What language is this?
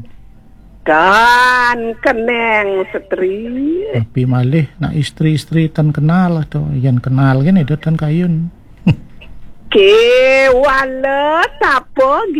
Balinese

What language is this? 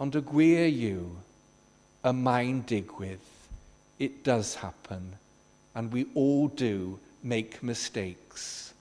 Welsh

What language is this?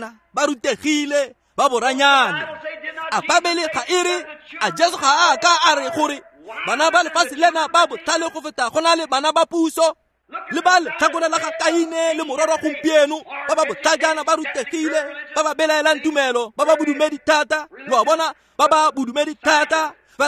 Tswana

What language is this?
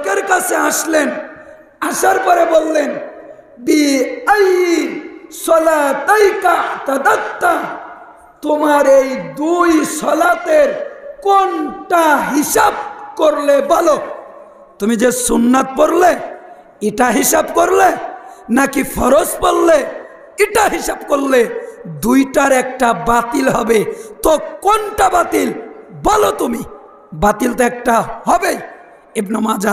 Bangla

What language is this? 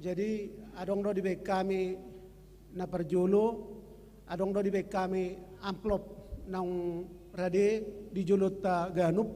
Batak Toba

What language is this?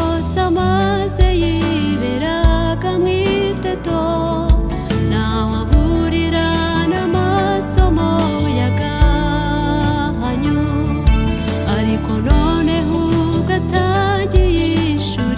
Kinyarwanda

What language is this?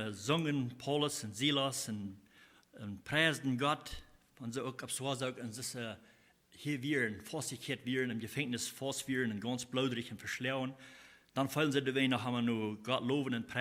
Plautdietsch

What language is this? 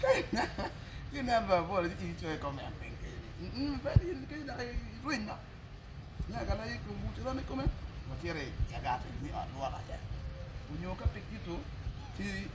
Acoli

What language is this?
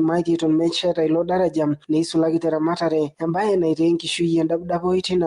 Masai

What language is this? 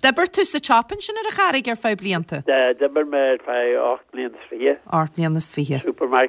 Irish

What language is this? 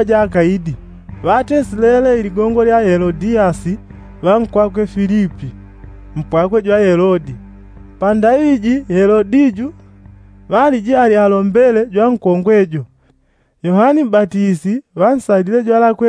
Yao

